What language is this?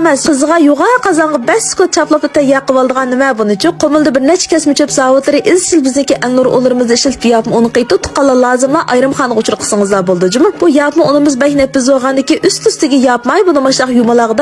Uyghur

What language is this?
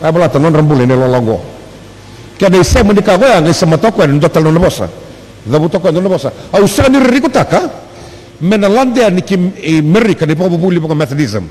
Fijian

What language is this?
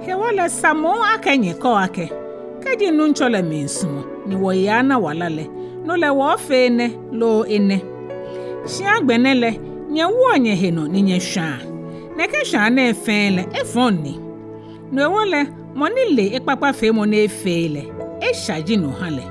Ga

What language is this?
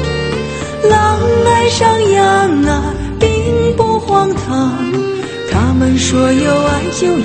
Chinese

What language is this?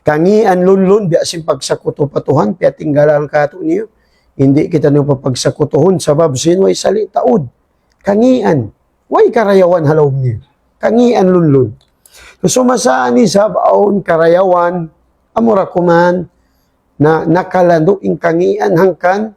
Tausug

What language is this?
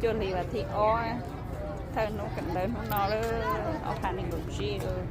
Hmong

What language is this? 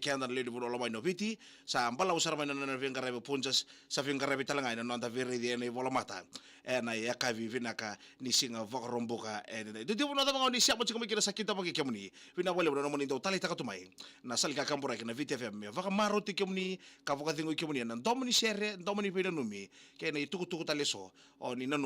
Fijian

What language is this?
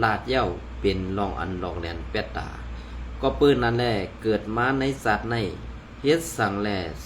Shan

